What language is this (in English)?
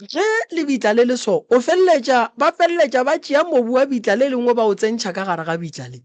Northern Sotho